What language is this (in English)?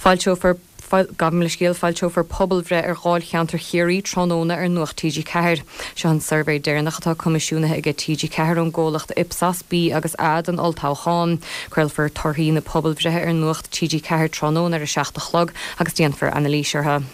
Irish